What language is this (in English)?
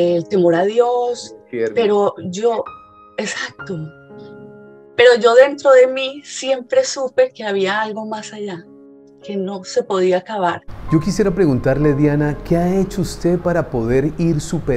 Spanish